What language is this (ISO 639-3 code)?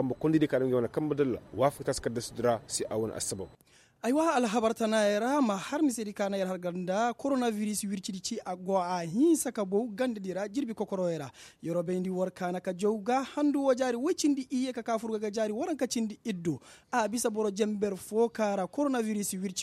ses